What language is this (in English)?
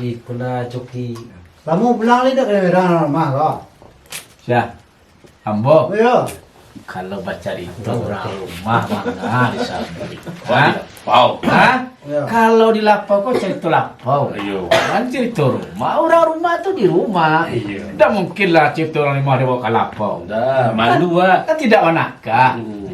Minangkabau